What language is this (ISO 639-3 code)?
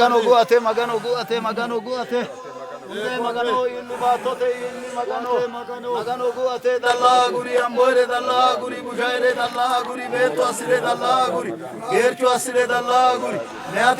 sid